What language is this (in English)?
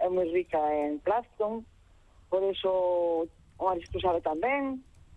Galician